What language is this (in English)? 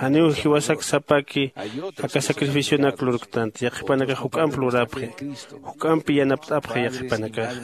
Aymara